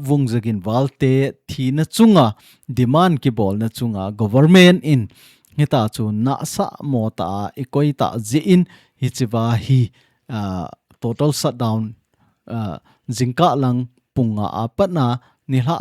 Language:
Thado Chin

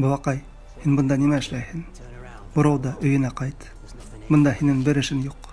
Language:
Bashkir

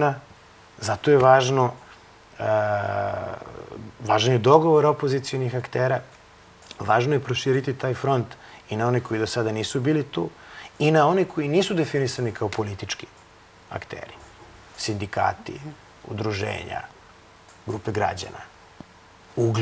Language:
Serbian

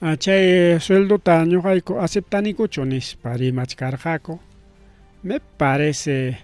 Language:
Ayacucho Quechua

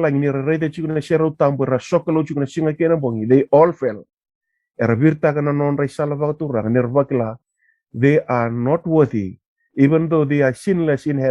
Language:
Fijian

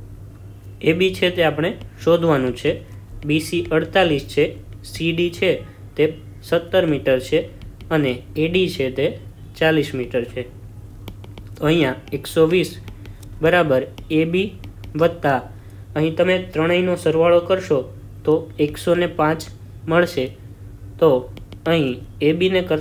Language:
Gujarati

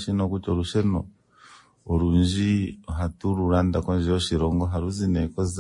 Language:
Kuanyama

